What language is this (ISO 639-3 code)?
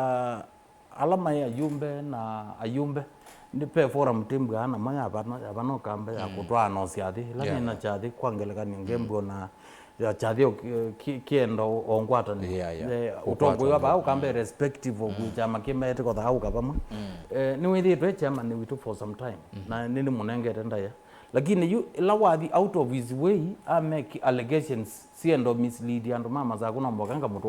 kam